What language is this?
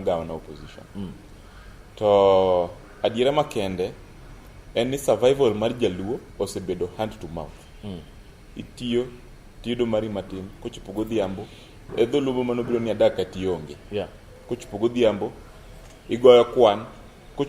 Luo (Kenya and Tanzania)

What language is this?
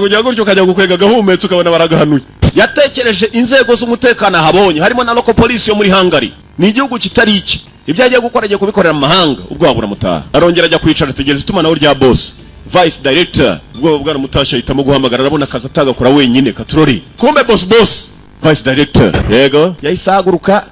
Kinyarwanda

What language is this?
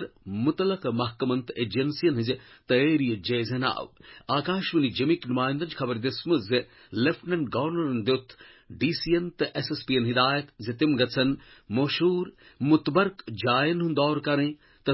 Kashmiri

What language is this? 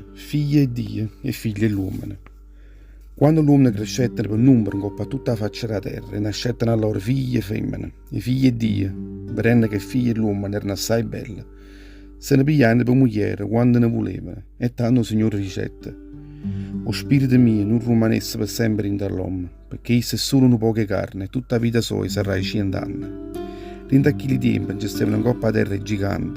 Neapolitan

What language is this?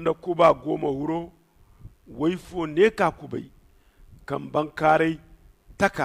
Zarma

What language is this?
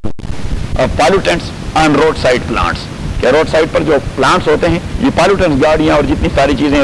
Urdu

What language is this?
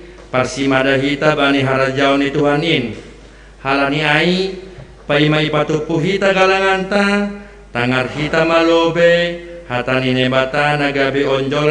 Batak Simalungun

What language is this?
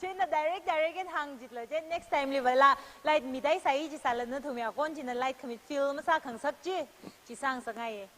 Tangkhul Naga (India)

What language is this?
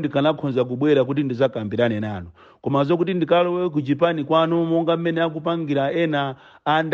Nyanja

